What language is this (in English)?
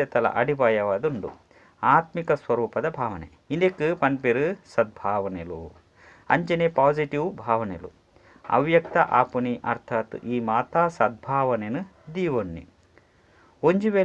Tulu